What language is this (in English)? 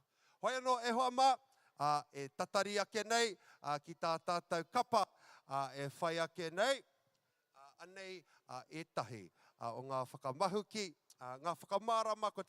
Māori